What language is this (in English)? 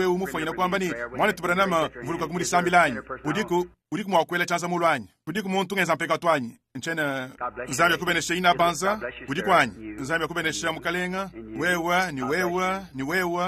Luba-Lulua